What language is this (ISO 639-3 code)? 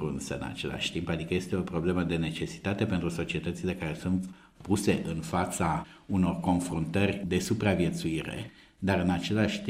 ron